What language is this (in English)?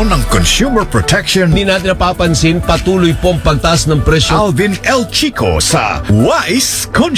Filipino